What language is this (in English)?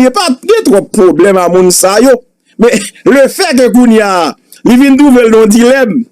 Haitian Creole